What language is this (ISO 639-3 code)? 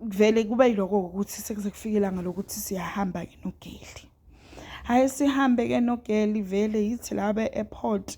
zul